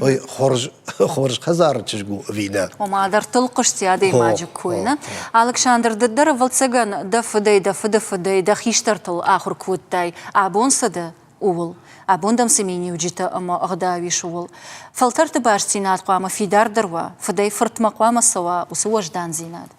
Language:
Ossetic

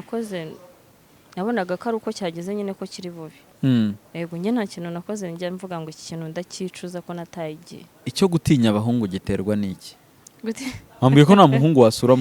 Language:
Kinyarwanda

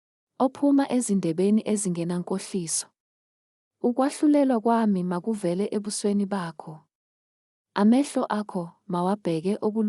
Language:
Zulu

